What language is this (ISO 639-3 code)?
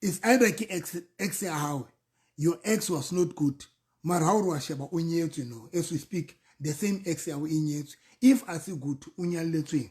sot